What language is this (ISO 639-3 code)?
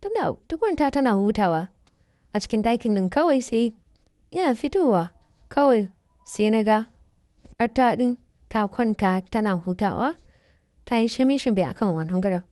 hau